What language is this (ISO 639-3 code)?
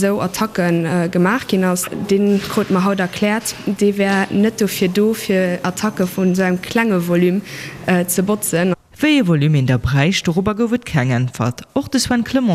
ltz